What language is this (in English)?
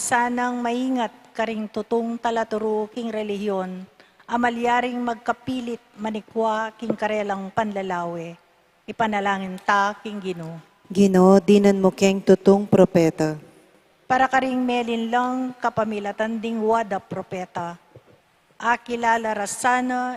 Pampanga